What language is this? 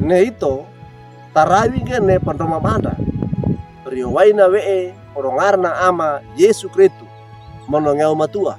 Wejewa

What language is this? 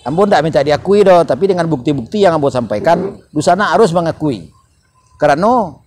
Minangkabau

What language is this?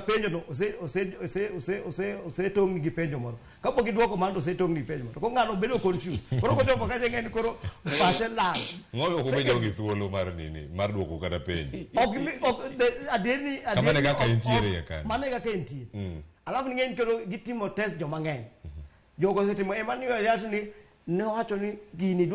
Luo (Kenya and Tanzania)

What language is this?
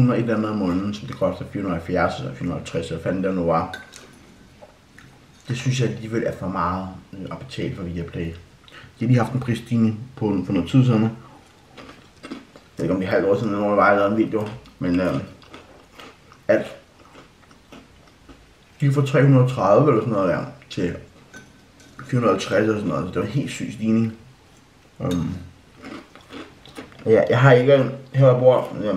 Danish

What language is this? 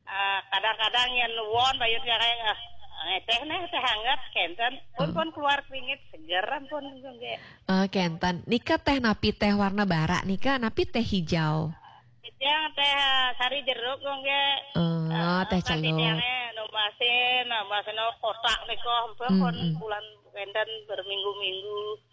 Balinese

